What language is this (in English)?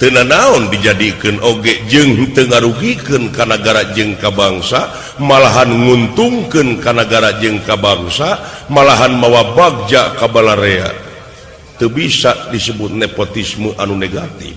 Sundanese